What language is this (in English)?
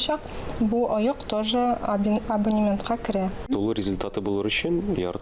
Tatar